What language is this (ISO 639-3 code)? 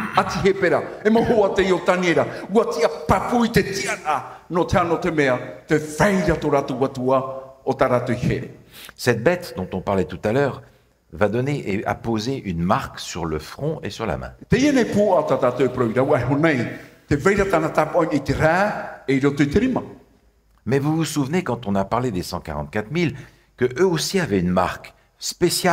tah